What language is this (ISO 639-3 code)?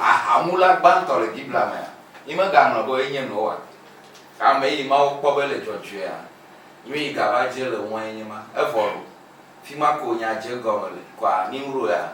ewe